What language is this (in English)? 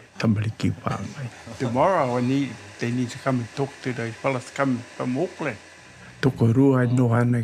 Māori